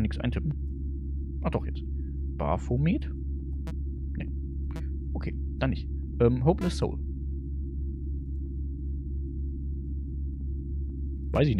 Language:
German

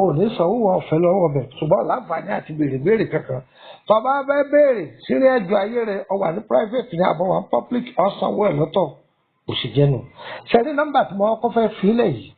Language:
Yoruba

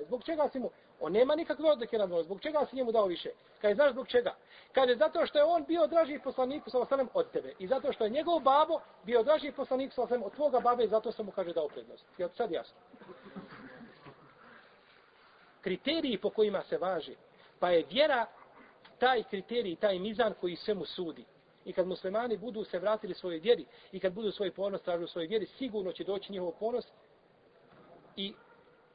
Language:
Bosnian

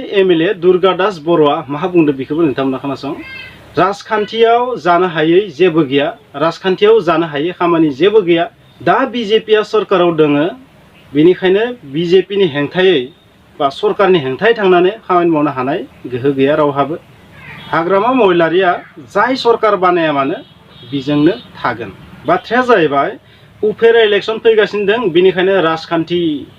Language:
Bodo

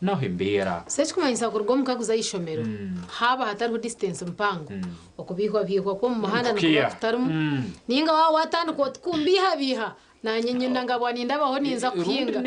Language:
Nyankole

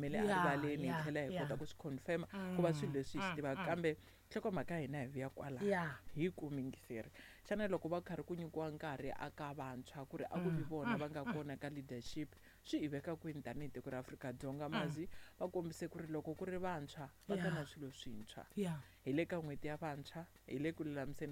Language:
Tsonga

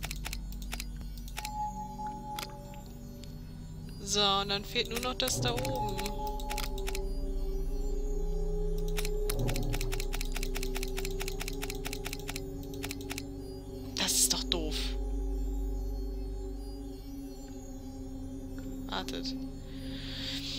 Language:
German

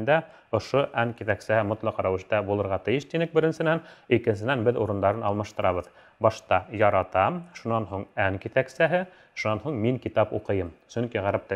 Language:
Bashkir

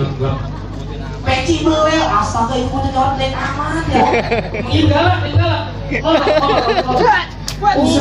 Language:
Betawi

